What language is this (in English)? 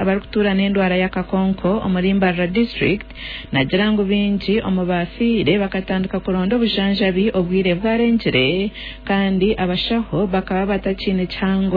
Nyankole